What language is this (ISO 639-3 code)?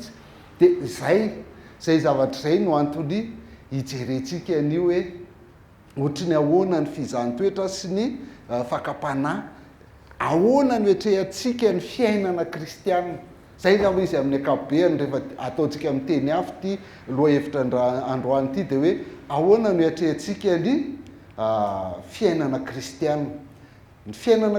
mlg